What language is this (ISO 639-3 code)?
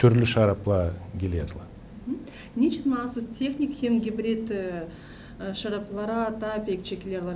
gag